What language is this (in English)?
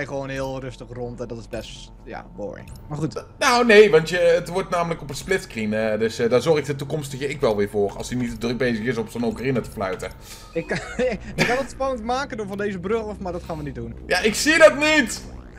Dutch